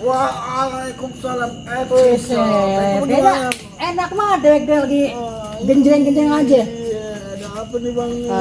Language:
Betawi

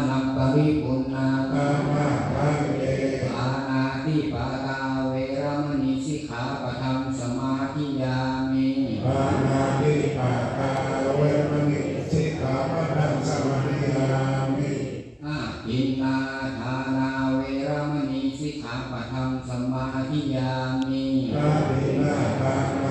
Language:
Shan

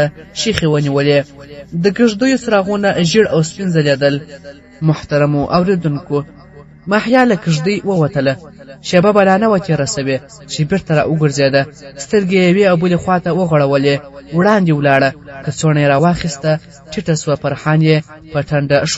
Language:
Pashto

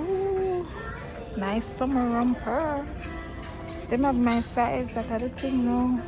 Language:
Jamaican Creole English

